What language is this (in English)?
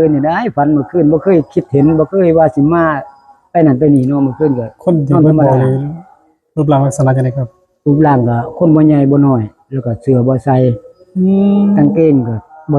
Northeastern Thai